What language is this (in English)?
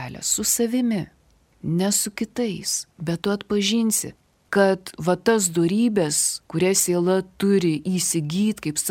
Lithuanian